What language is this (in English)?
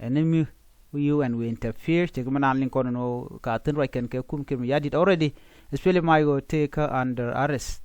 Nuer